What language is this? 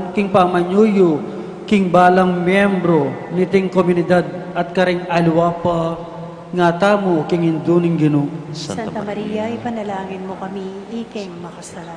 Pampanga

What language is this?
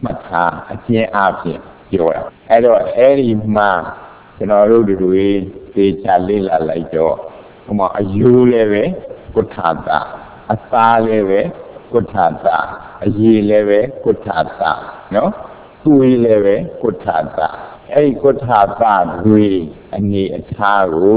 Burmese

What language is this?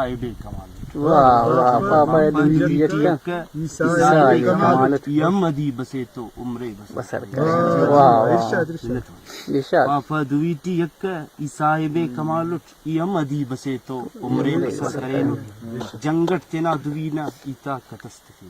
Brahui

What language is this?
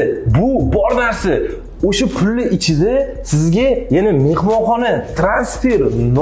Uzbek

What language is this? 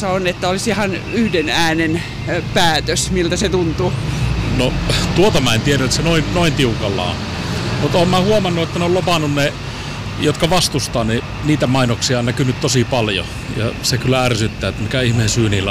Finnish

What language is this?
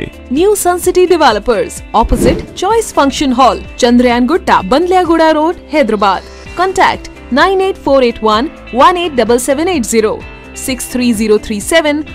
Urdu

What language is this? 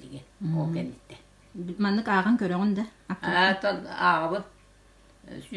Yakut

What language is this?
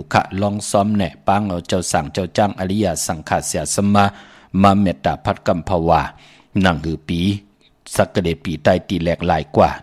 Shan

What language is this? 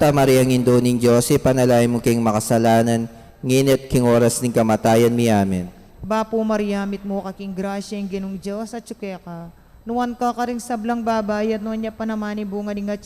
Pampanga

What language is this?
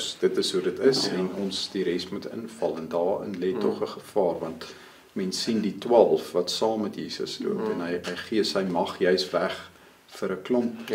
Afrikaans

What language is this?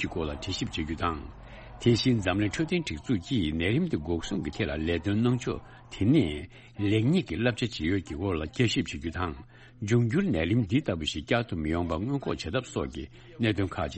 Tibetan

